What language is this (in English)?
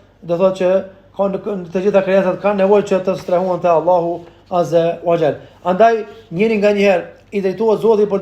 Albanian